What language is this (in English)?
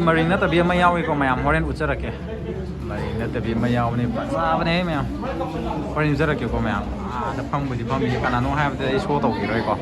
Manipuri